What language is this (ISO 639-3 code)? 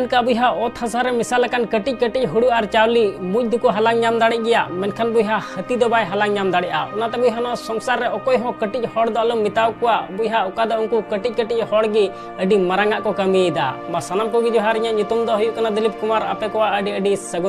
sat